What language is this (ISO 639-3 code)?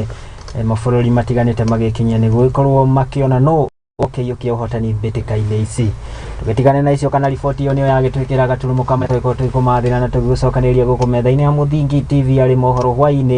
kik